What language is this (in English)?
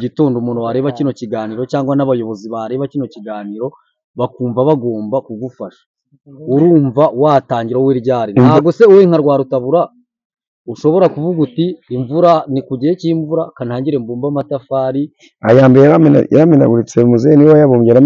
Kinyarwanda